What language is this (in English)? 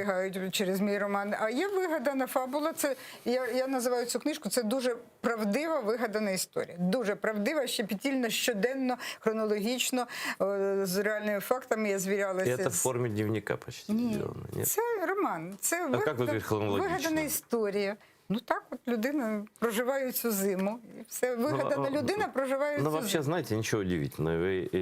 Crimean Tatar